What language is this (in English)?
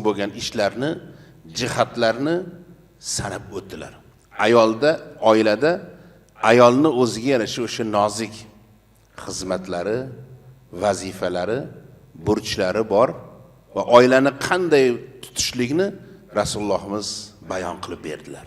Uzbek